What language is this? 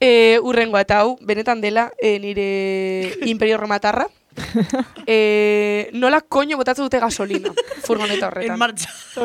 Basque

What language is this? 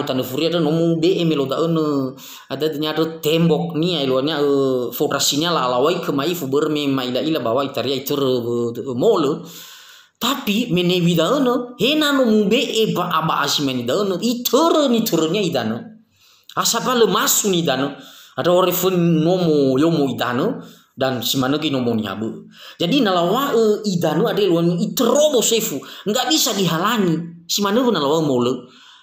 Nias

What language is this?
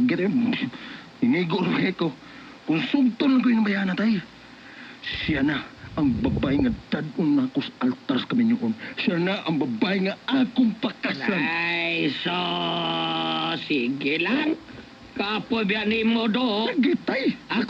Cebuano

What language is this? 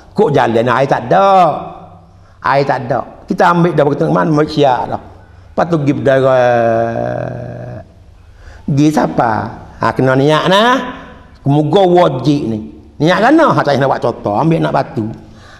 Malay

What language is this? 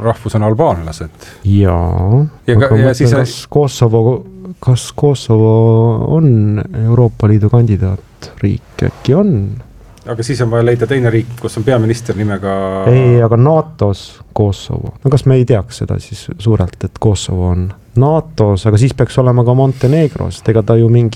Estonian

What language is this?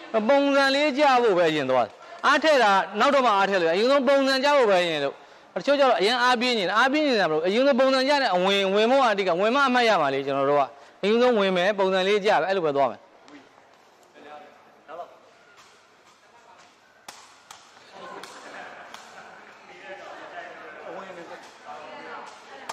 Burmese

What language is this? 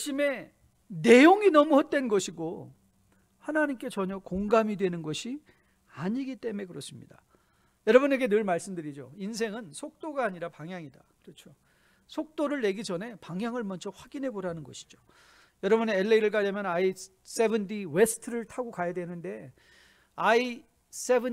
Korean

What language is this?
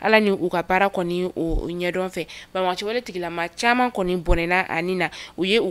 Bambara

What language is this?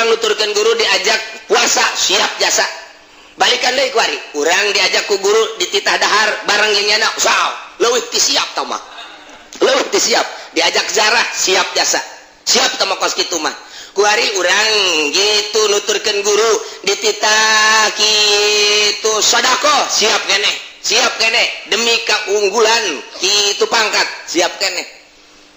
Sundanese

